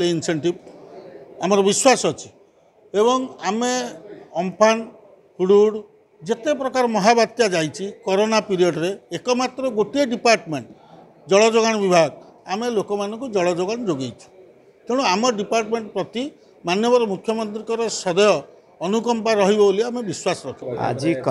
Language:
Odia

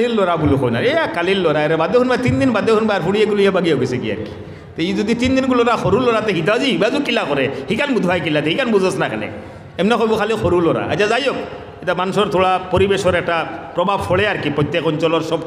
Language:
Sylheti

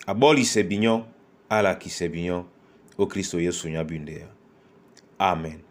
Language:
Duala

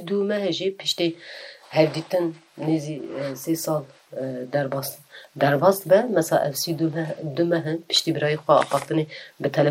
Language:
Kurdish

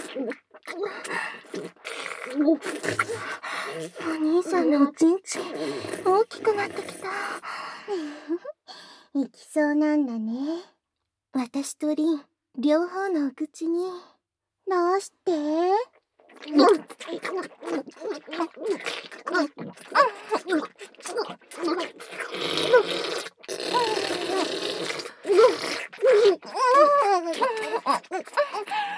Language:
Japanese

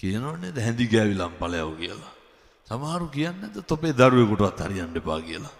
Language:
Sinhala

